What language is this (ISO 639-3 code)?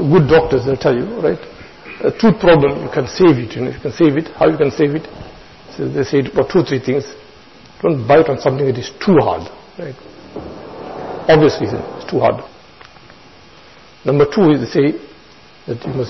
eng